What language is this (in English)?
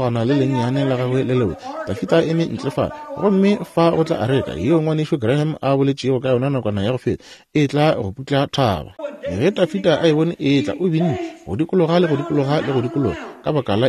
Northern Sotho